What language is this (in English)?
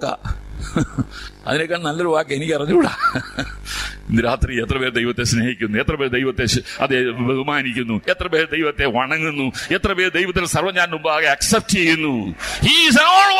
Malayalam